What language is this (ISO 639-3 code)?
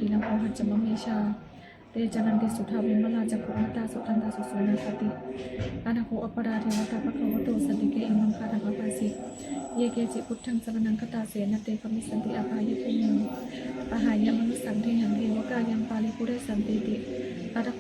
pli